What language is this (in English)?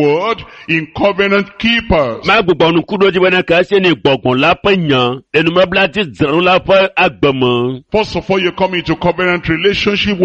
Ewe